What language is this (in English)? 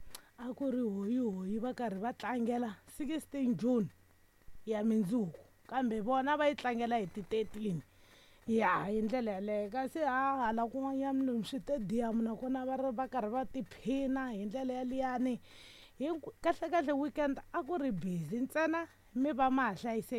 Tsonga